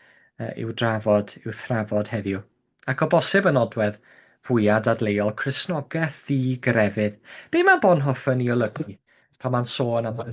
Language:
Welsh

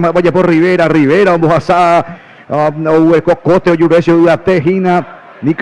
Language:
Guarani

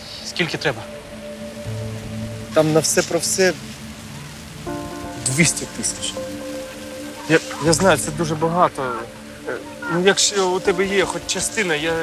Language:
Ukrainian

